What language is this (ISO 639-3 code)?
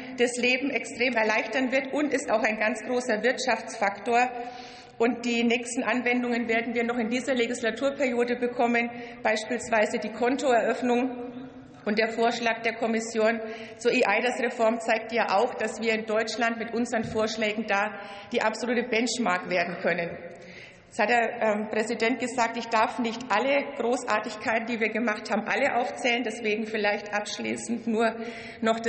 deu